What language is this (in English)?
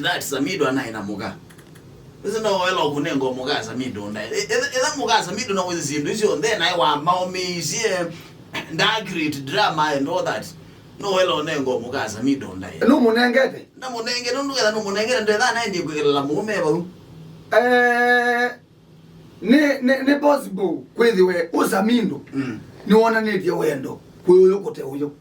Kamba